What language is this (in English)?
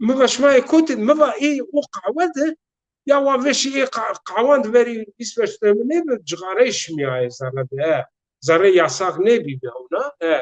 Zaza